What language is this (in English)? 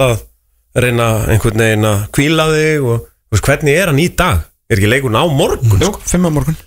Icelandic